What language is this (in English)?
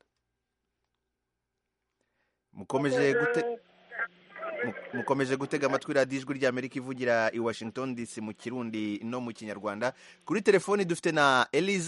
Kinyarwanda